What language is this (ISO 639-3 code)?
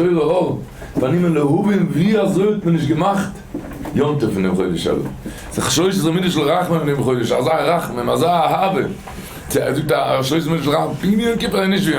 yid